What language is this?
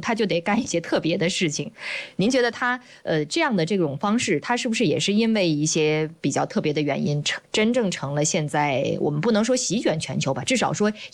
Chinese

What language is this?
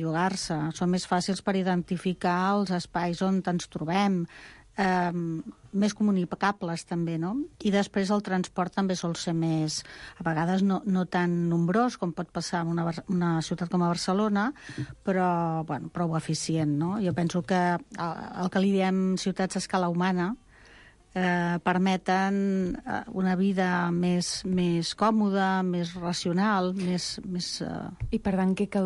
Catalan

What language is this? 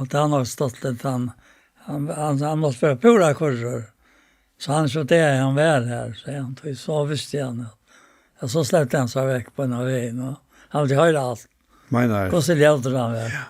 Faroese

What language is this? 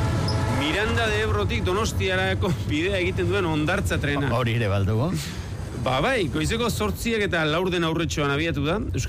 Basque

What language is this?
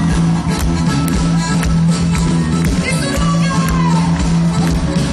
Croatian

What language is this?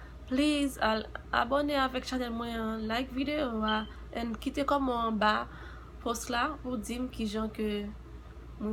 Haitian Creole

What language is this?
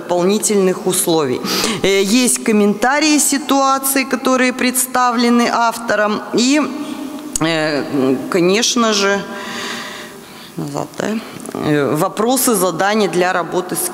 Russian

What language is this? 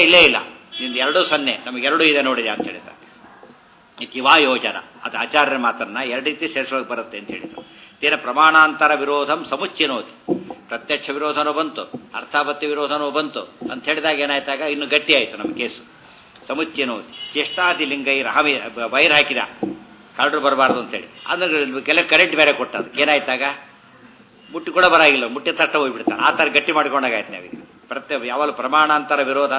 Kannada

